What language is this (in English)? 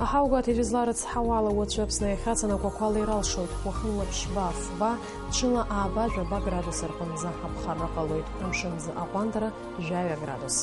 Abkhazian